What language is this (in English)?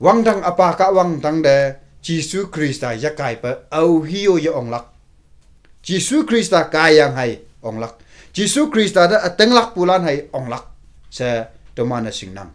Konyak Naga